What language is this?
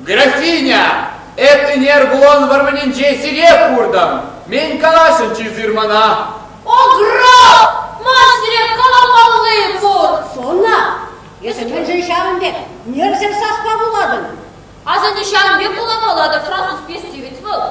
Chuvash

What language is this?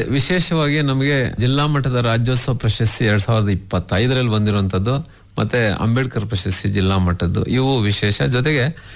Kannada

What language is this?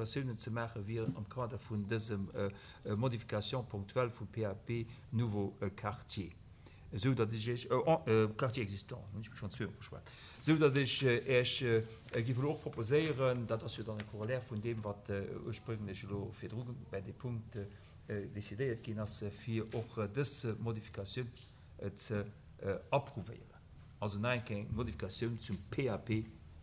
Luxembourgish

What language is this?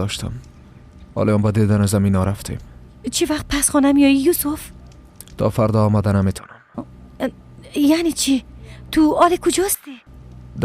Persian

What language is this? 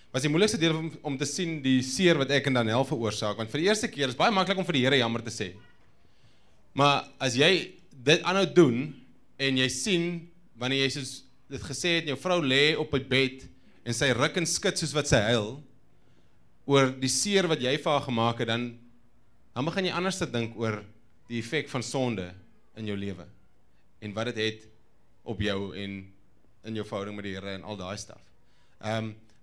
Afrikaans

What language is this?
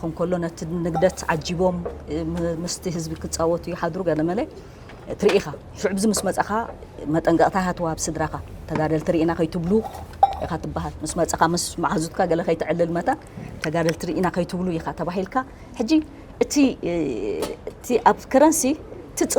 Tigrinya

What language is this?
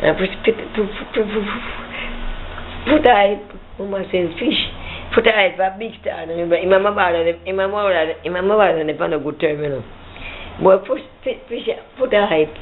Jamaican Creole English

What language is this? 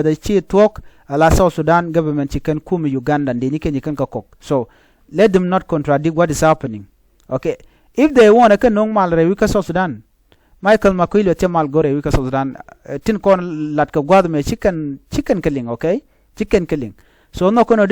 Nuer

